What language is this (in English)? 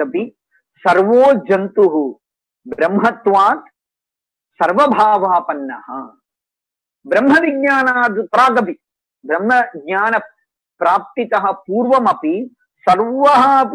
Sanskrit